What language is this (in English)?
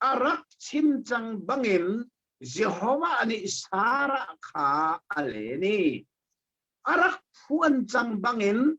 Hakha Chin